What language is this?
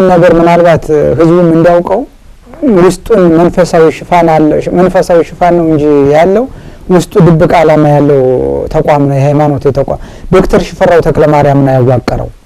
Amharic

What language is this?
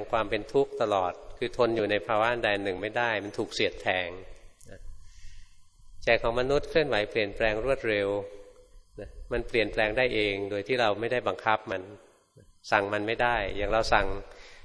Thai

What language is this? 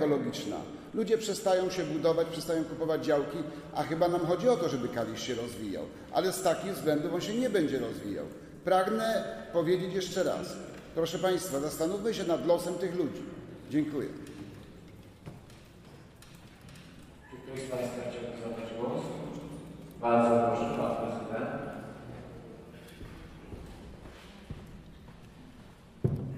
Polish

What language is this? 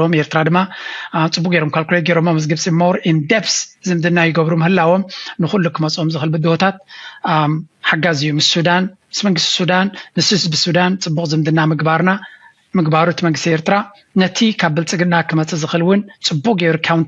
Tigrinya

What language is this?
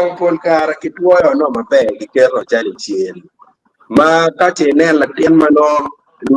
Acoli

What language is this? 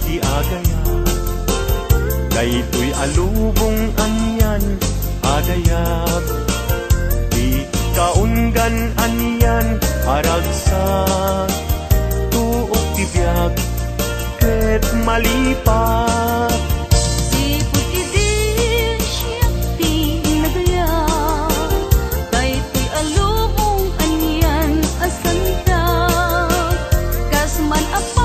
Iloko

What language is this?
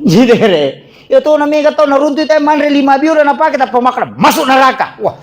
Buginese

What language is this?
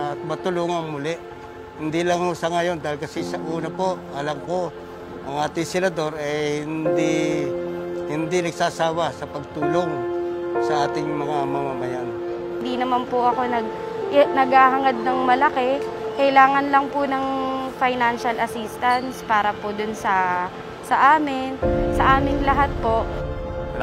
Filipino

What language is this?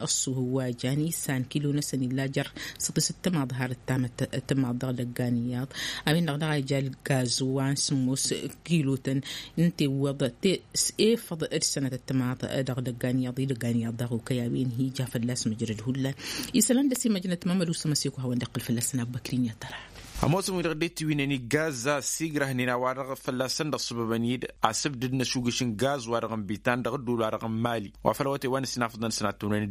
Tamasheq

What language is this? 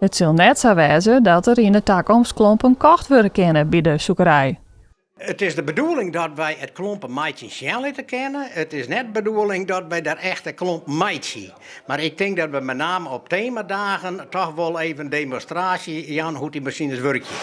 Western Frisian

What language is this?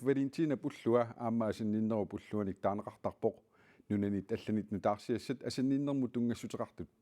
Kalaallisut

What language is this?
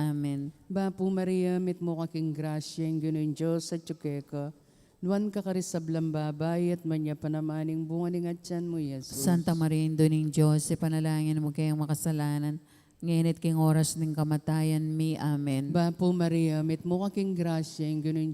Pampanga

